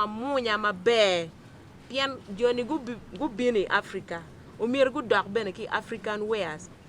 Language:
Acoli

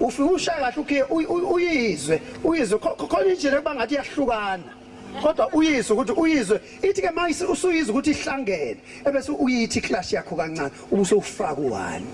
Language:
Zulu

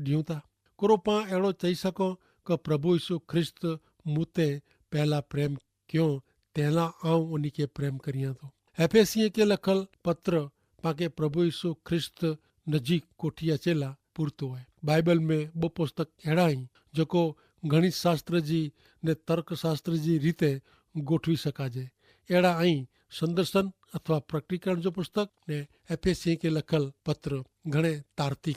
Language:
Kachhi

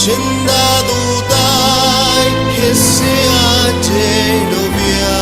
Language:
Guarani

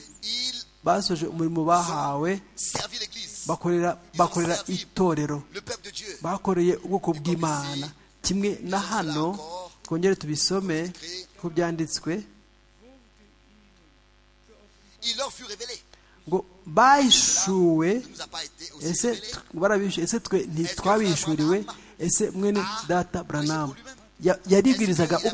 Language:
Kinyarwanda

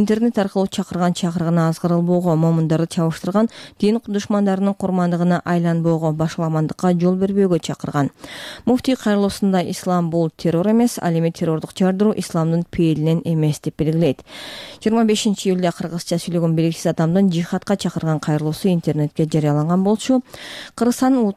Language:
Kyrgyz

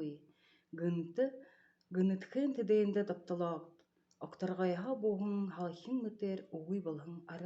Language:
Buriat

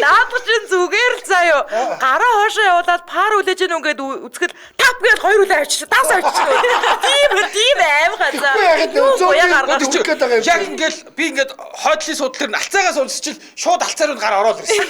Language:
Mongolian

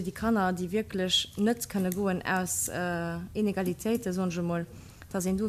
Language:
Luxembourgish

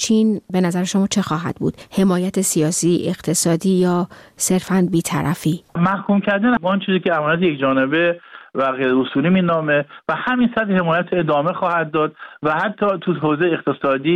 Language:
Persian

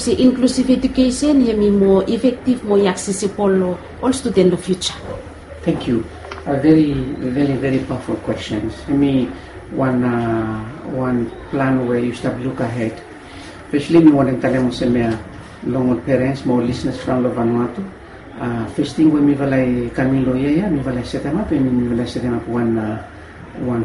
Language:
Bislama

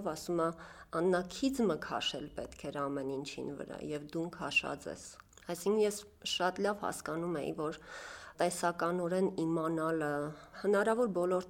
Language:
Armenian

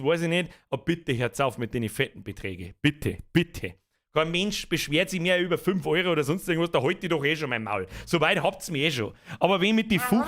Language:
Bavarian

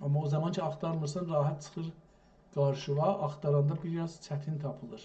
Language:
South Azerbaijani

